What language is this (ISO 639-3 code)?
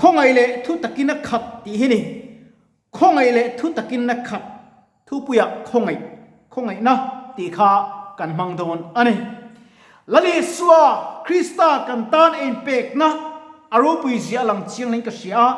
lus